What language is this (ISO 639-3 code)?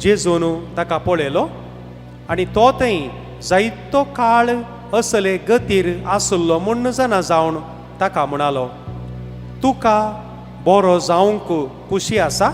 kok